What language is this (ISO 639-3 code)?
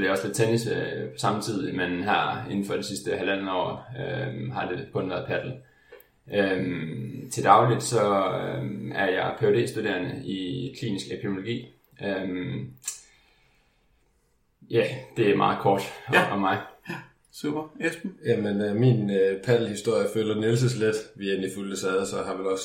dan